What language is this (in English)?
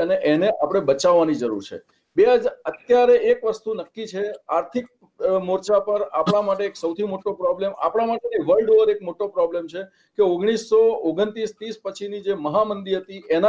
Gujarati